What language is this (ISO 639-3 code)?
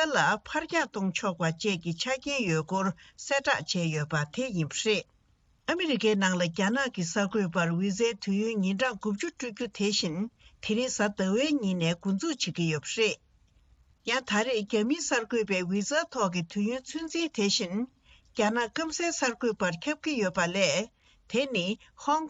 bod